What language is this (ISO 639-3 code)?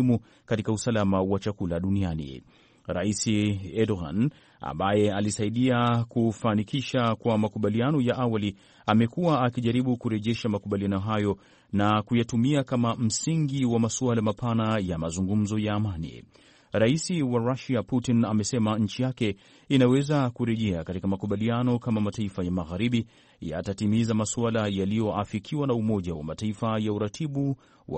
swa